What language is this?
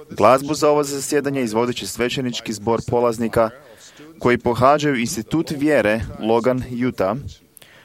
Croatian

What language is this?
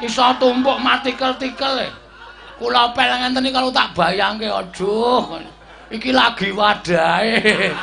Javanese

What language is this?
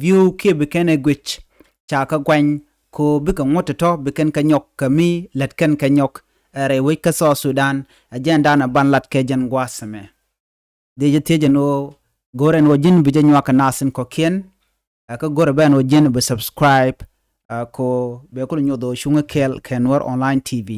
Nuer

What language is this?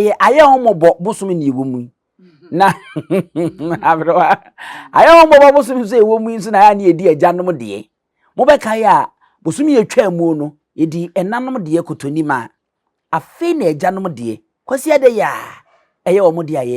Akan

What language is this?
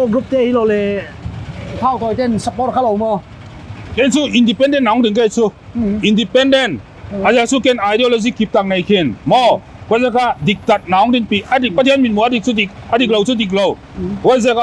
Paite Chin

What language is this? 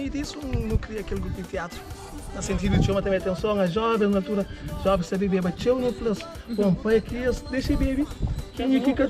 Kabuverdianu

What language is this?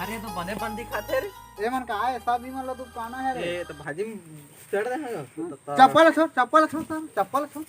Chhattisgarhi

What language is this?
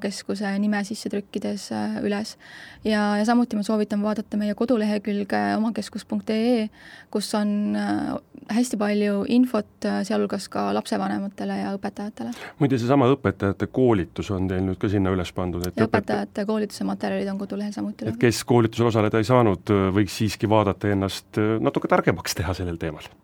Estonian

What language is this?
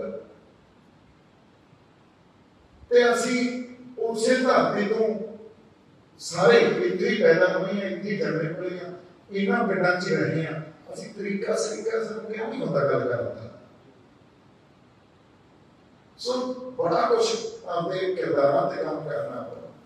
Punjabi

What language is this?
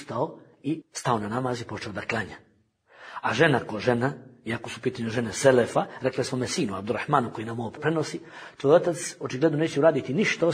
Bosnian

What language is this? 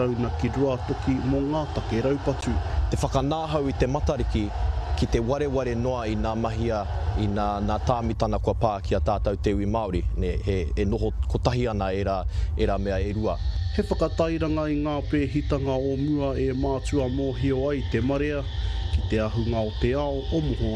Māori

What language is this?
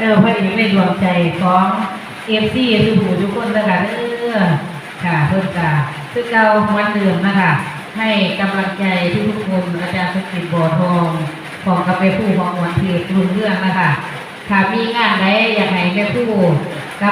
Northeastern Thai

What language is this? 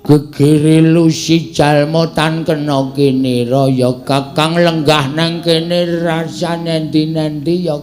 Javanese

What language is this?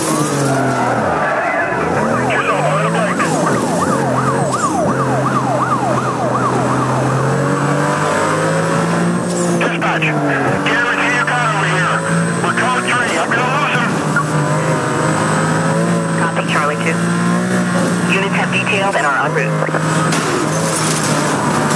English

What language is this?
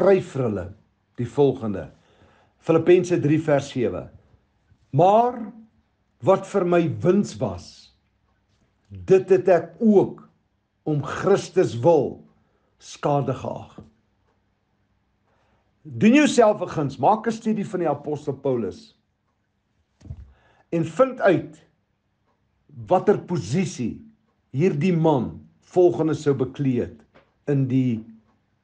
Afrikaans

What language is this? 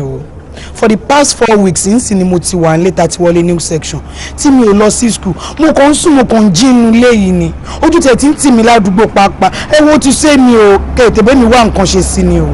Yoruba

